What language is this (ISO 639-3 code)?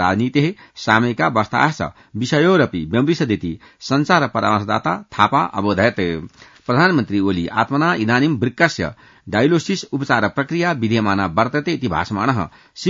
san